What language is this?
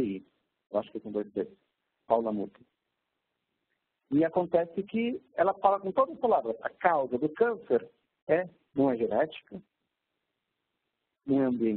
Portuguese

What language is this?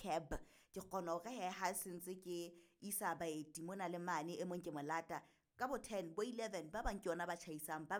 Southern Sotho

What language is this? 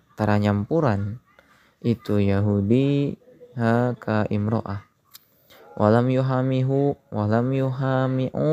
Sundanese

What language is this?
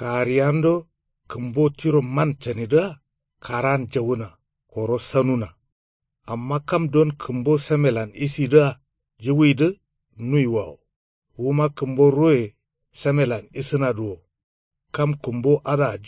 Kanuri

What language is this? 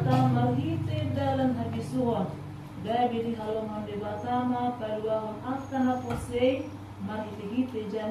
Batak Toba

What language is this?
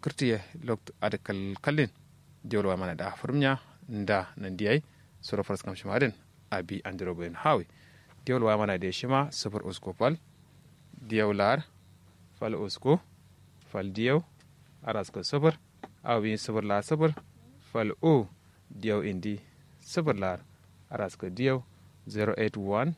Kanuri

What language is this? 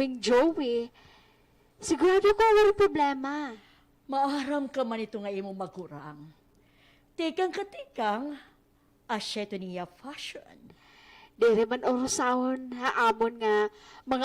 Waray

